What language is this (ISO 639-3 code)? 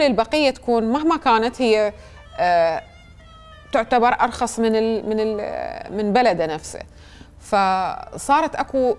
acm